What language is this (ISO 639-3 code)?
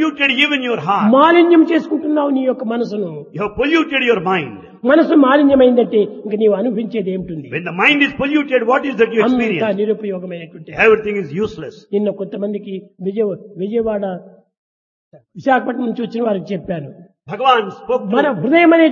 tel